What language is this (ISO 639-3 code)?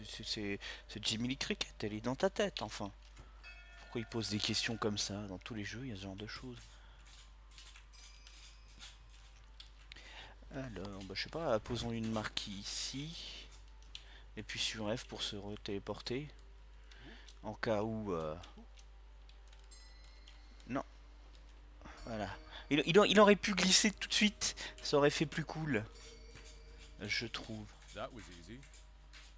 fra